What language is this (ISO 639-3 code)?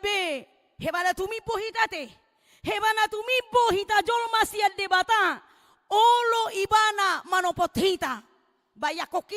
bbc